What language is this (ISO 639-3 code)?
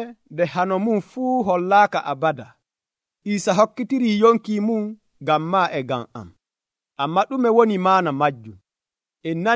fuv